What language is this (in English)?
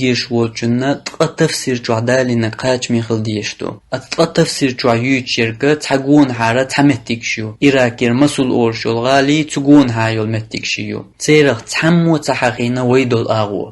Chechen